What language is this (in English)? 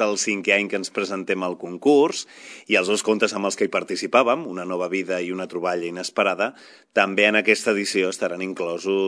Catalan